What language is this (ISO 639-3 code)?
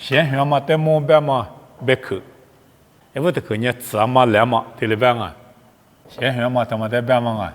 lis